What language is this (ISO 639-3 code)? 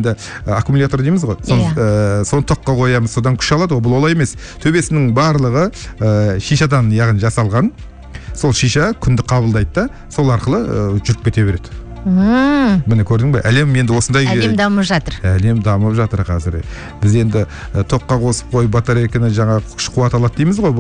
kaz